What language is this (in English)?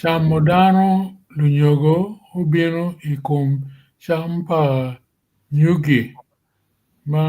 Acoli